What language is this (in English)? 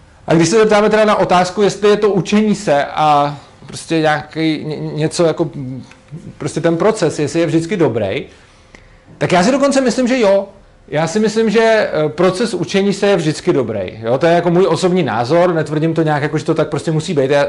Czech